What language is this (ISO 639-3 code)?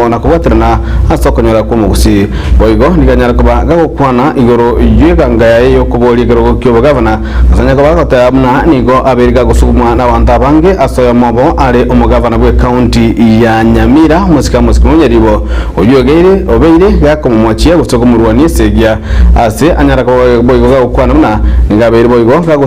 guz